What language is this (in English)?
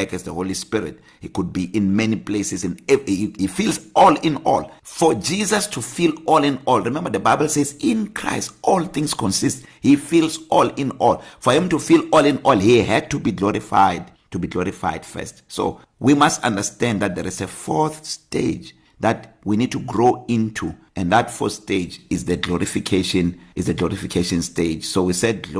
English